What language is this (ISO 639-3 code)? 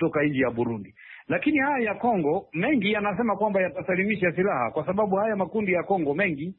swa